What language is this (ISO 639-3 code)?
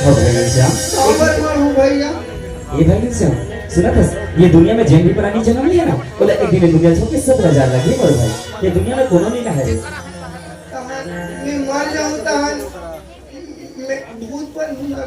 hne